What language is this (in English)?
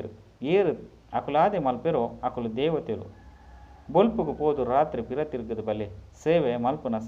Tulu